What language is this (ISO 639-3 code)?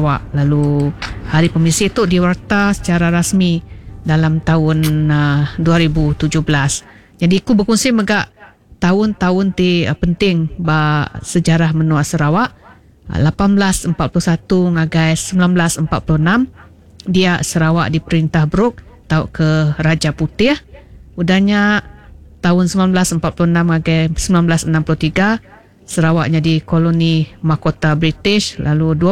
iba